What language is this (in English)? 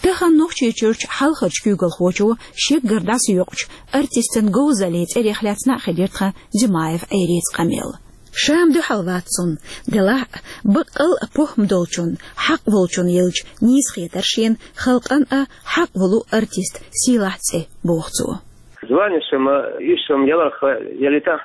Chechen